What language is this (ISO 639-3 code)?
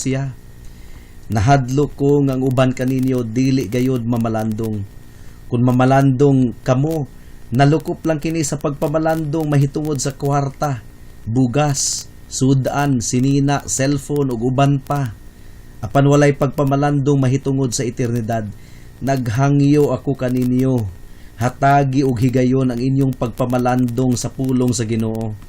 ceb